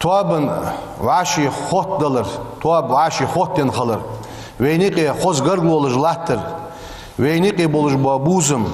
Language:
Ingush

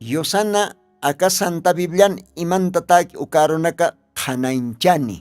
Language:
Aymara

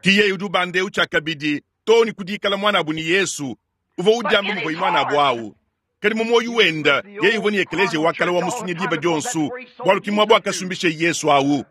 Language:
Luba-Lulua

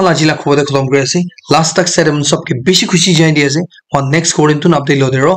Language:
Naga Pidgin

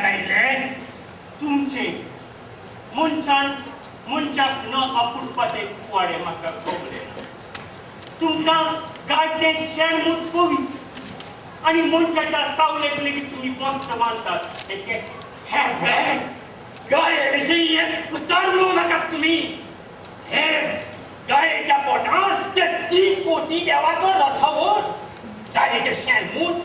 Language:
Konkani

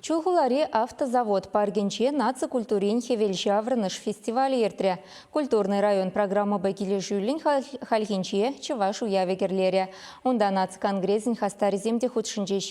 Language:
Chuvash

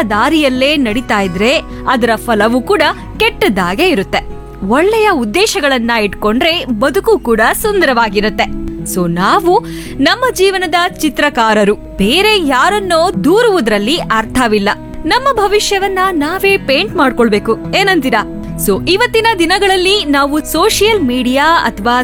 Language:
Kannada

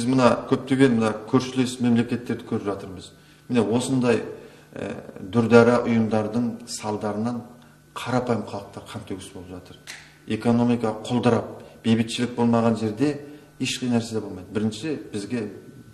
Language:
Kazakh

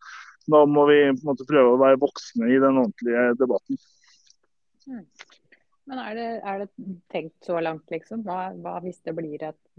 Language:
Norwegian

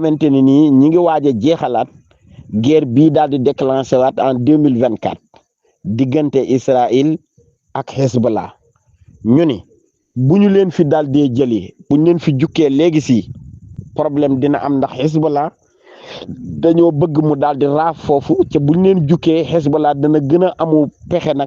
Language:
Wolof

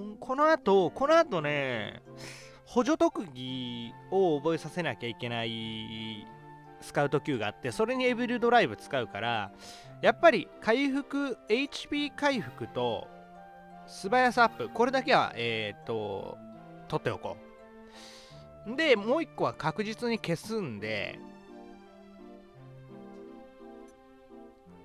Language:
Japanese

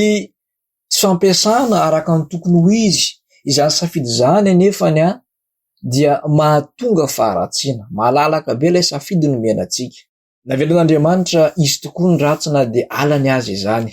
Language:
Malagasy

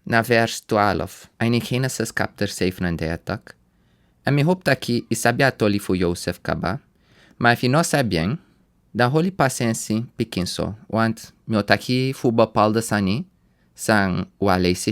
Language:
Sranan Tongo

